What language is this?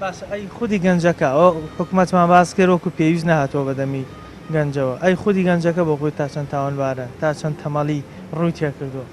Central Kurdish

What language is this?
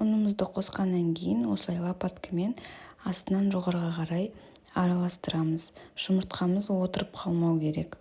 Kazakh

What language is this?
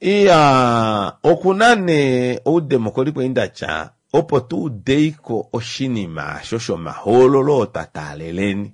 Kuanyama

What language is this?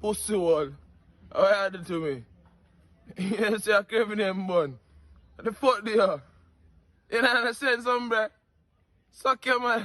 Jamaican Creole English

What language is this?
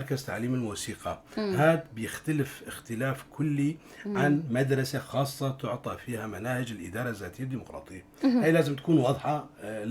North Levantine Arabic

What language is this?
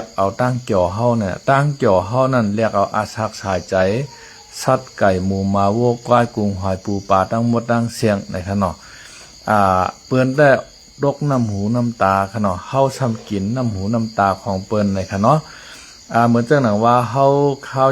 Lao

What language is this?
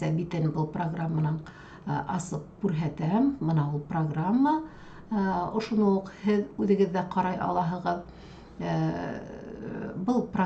Bashkir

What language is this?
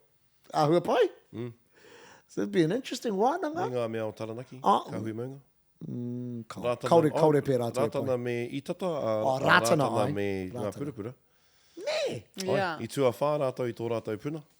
Māori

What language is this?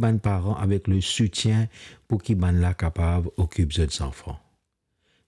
Morisyen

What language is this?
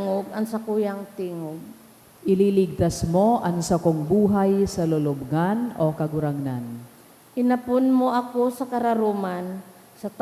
Bikol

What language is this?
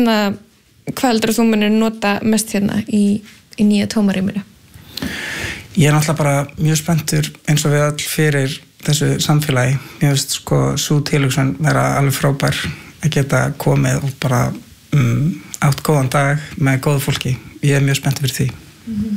Icelandic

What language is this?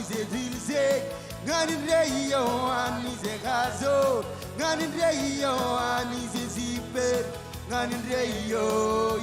Marshallese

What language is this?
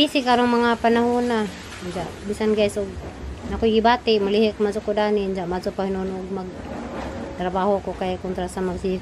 Cebuano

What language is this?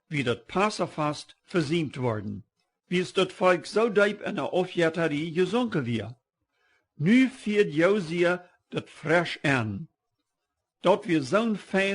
Plautdietsch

